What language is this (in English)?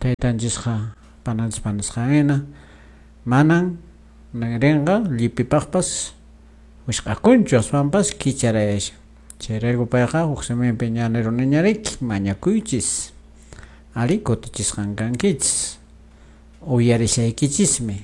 Quechua